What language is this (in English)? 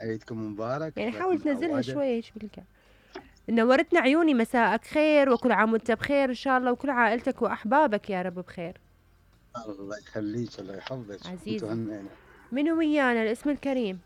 Mesopotamian Arabic